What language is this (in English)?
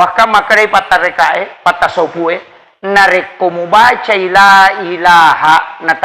Buginese